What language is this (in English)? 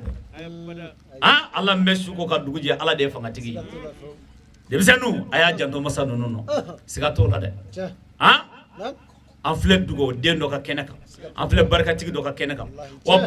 Bambara